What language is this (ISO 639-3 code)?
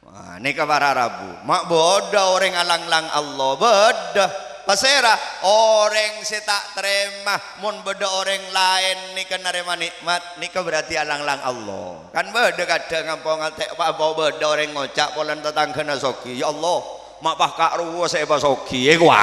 mad